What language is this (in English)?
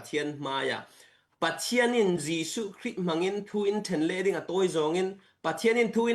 Falam Chin